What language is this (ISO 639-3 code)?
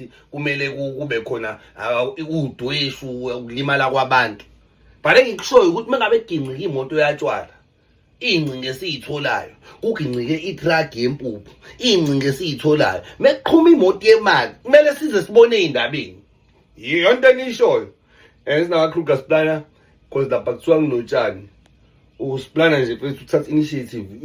zul